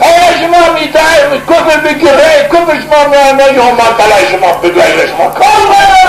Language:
Zaza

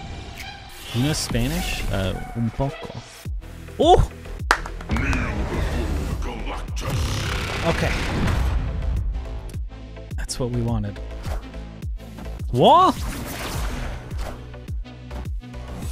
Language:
English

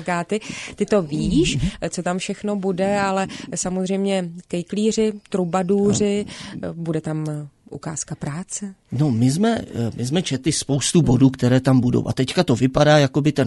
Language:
Czech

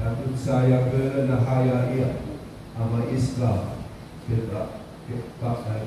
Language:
Nias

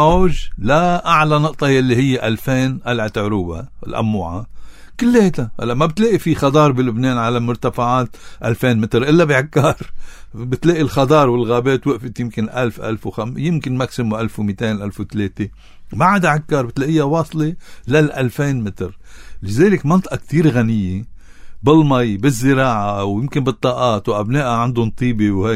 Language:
North Levantine Arabic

